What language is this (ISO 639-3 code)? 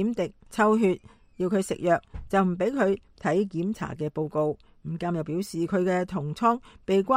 yue